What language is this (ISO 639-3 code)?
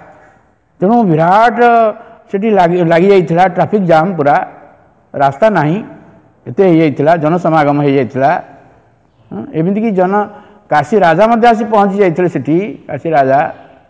ori